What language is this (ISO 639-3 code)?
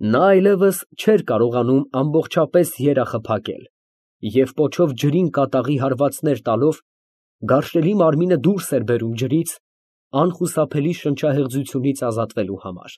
hye